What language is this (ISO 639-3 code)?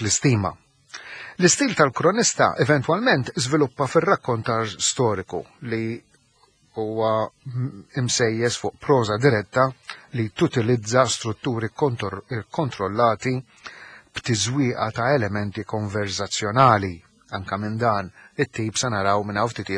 mlt